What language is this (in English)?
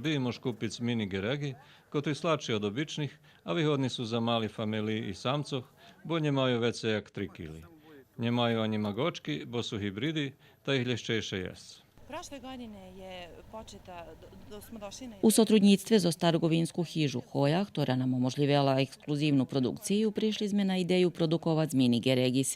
Rusyn